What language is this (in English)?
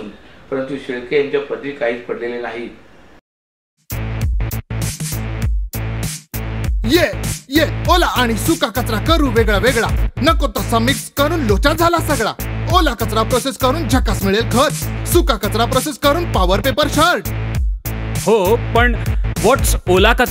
Marathi